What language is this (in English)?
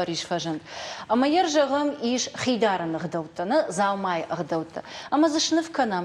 Ossetic